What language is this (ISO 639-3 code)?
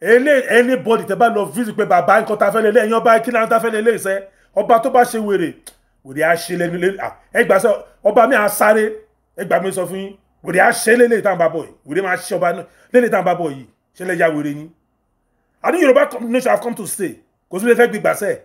yor